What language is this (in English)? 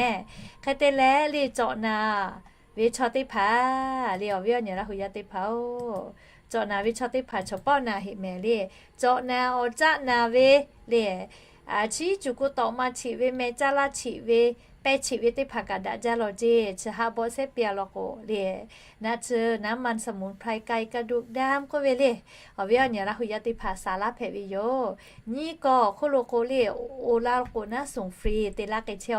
Lahu